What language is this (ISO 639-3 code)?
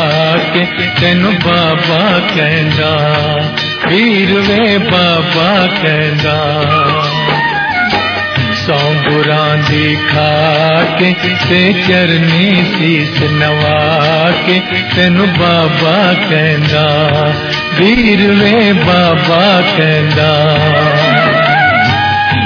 pan